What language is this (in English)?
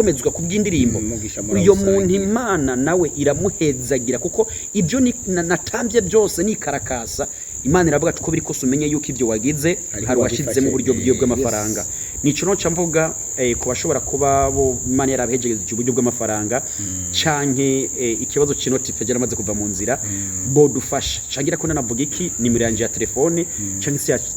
Rundi